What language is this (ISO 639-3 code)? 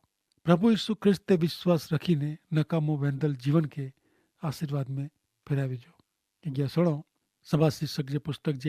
kfr